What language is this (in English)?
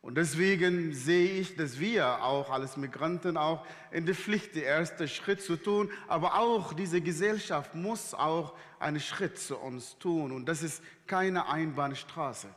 Swiss German